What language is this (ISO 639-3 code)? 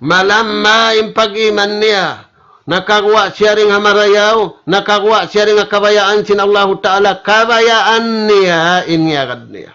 tsg